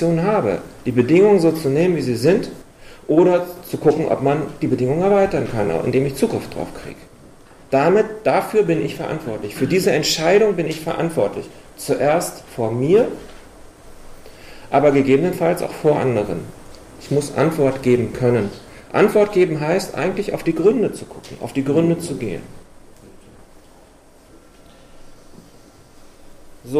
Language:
German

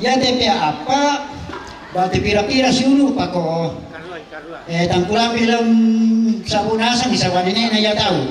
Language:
Toraja-Sa'dan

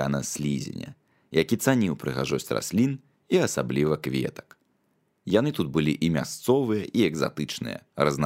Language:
Belarusian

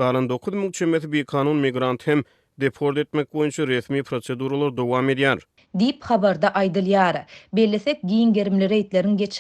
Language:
Turkmen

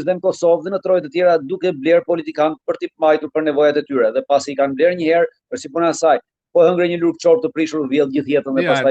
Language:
Albanian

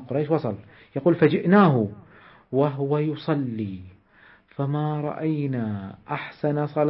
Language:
Arabic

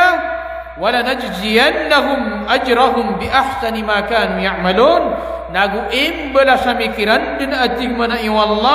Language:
Maranao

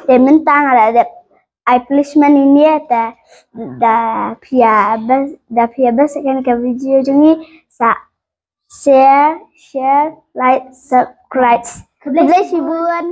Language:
Khasi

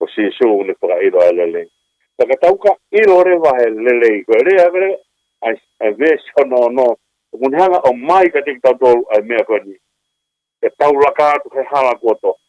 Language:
Tongan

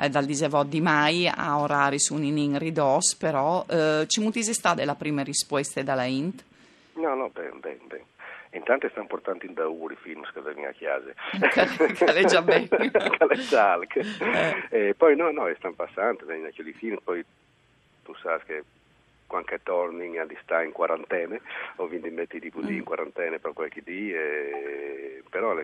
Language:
Friulian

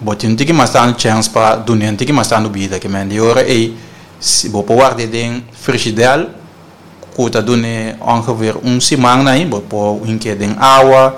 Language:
Papiamento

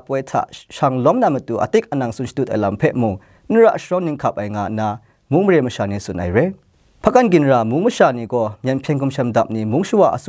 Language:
Kachin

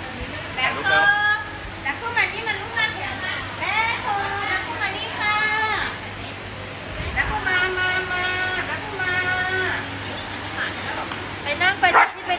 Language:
Thai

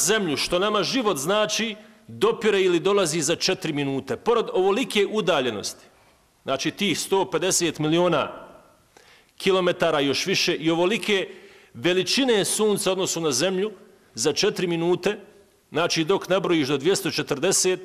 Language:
Bosnian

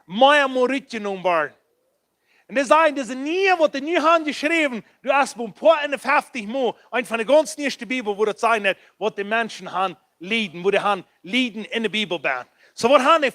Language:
Plautdietsch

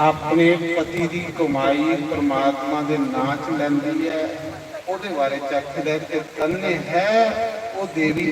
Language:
Dogri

